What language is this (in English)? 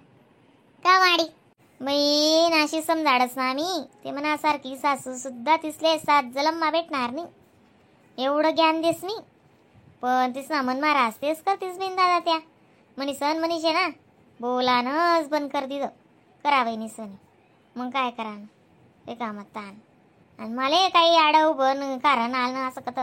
Khandesi